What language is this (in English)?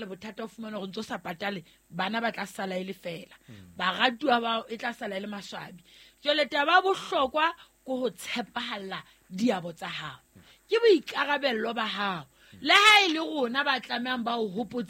Southern Sotho